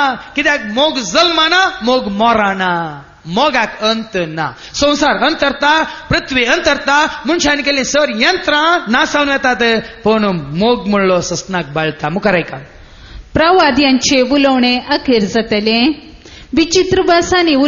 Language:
Konkani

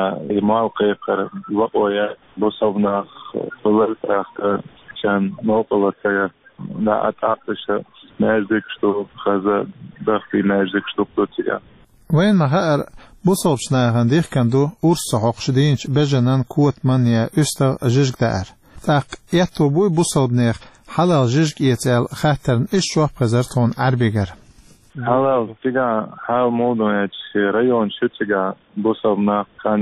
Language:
Chechen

